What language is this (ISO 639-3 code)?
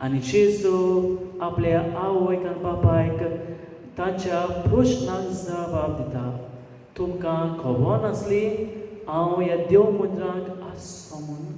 kok